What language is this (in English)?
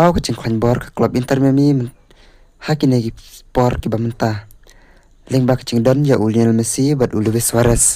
Khasi